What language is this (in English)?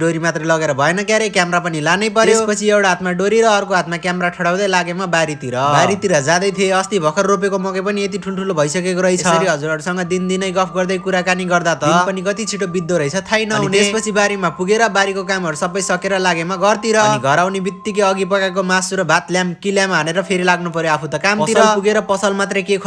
Nepali